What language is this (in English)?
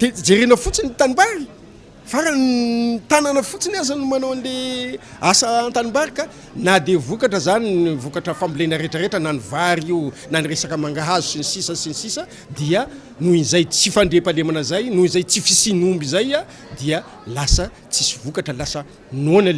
Malagasy